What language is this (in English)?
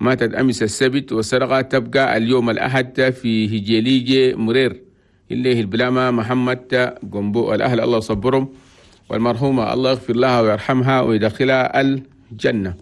Chadian Arabic